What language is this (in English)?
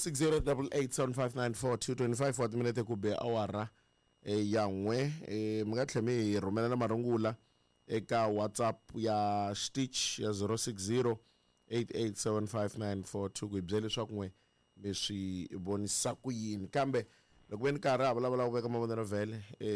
Tsonga